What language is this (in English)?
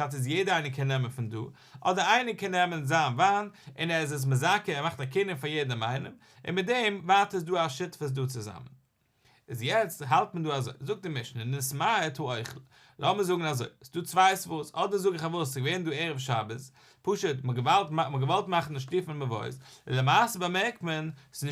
Yiddish